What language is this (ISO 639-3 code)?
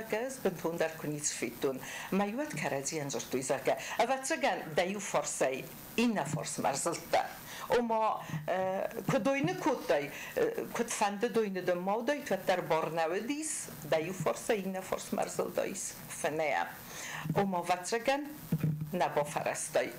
oss